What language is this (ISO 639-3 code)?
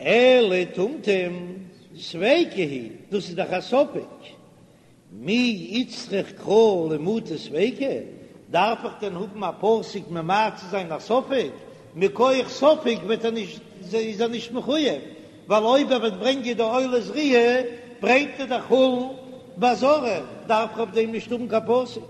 yid